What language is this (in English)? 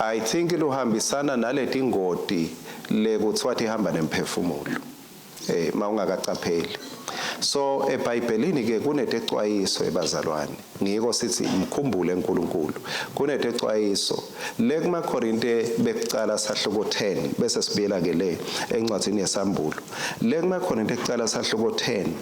Swati